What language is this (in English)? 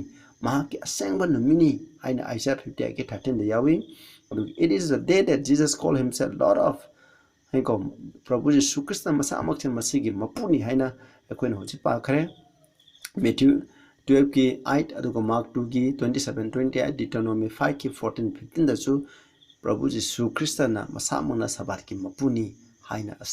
Manipuri